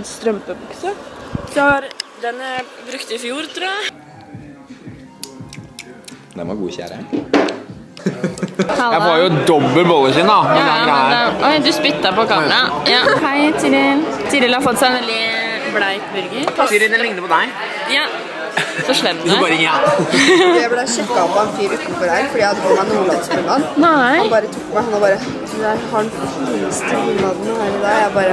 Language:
Norwegian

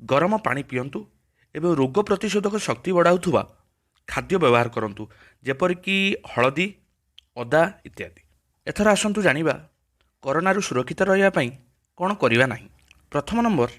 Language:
Odia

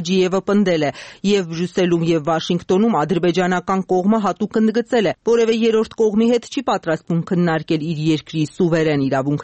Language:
Armenian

